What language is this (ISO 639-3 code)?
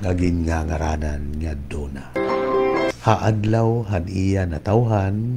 war